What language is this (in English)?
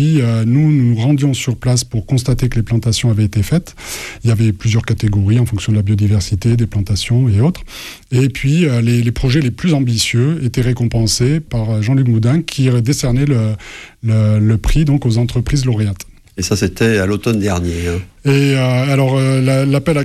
French